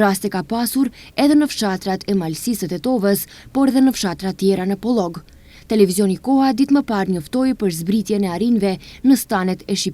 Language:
Albanian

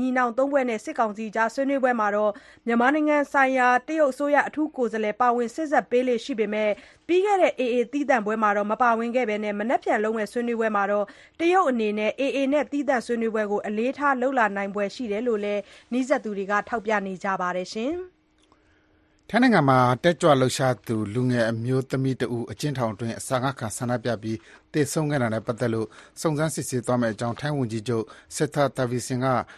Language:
Burmese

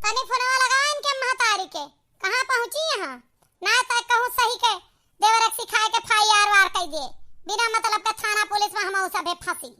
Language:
Awadhi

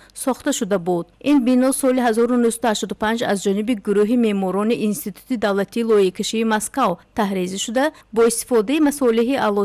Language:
Tajik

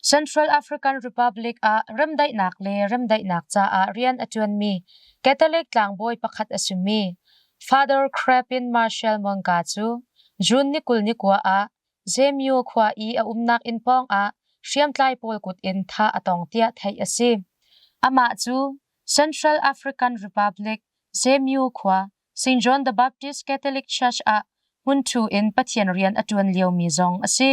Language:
Hakha Chin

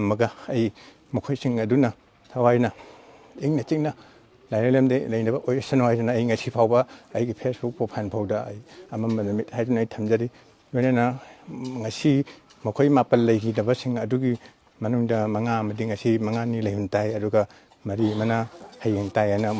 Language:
Manipuri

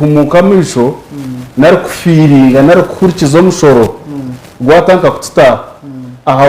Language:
Nyankole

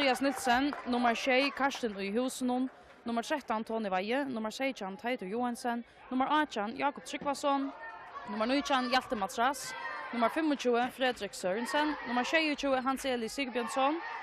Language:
Faroese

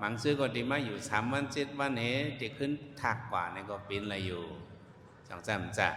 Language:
Shan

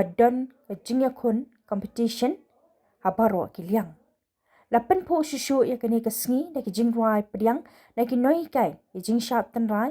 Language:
Khasi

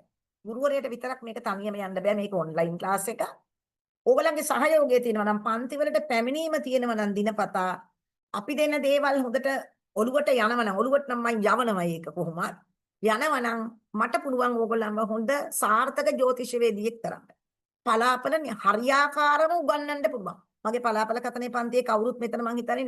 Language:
Sinhala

